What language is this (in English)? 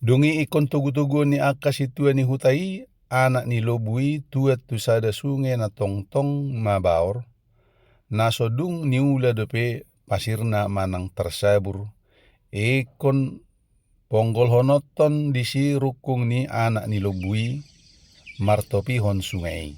Batak Toba